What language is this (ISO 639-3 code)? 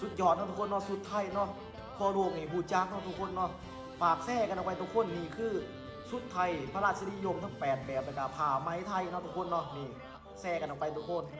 lao